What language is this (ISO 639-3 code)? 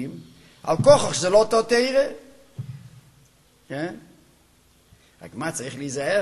heb